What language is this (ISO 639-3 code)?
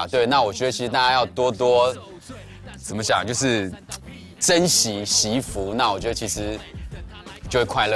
zho